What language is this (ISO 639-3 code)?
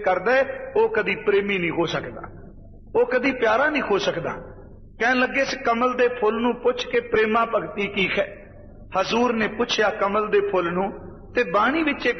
pan